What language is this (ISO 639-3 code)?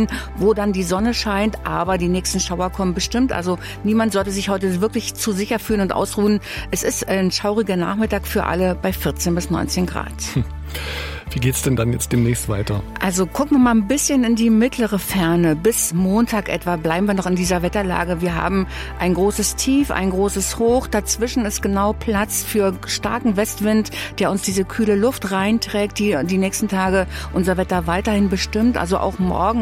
deu